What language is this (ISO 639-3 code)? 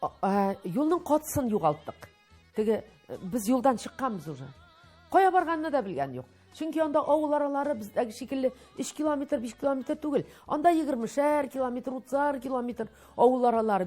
tat